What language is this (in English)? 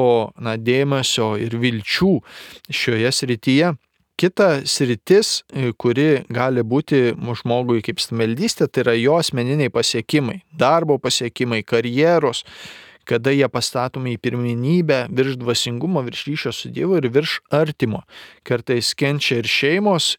Lithuanian